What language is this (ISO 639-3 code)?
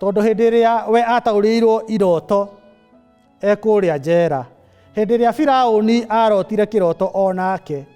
kik